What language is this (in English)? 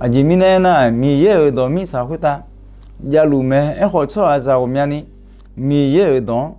Akha